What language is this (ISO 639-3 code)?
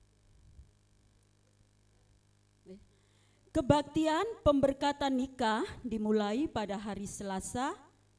ind